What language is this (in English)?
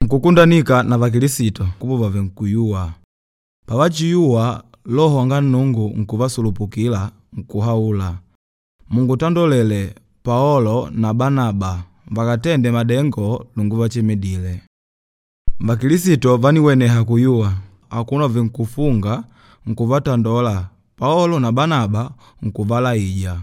Makonde